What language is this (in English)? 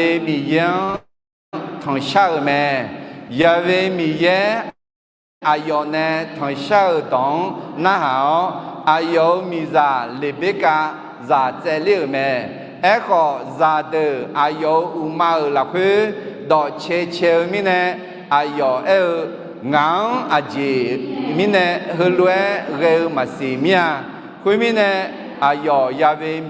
Akha